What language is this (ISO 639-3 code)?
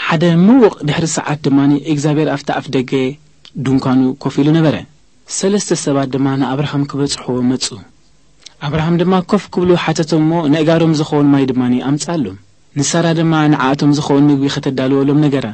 tir